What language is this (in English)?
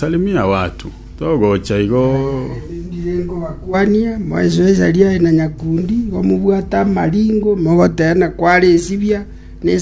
Gusii